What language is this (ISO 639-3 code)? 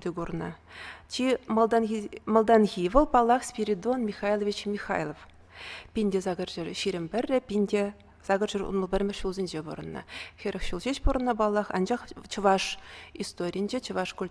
chv